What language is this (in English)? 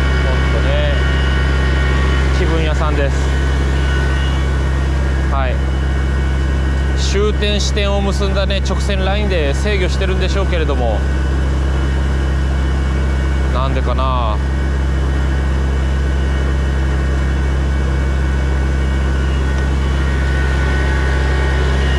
Japanese